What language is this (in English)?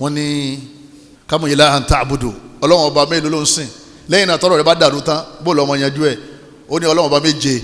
Yoruba